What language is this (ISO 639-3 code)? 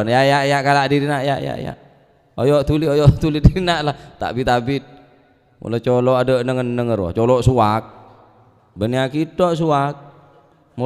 mad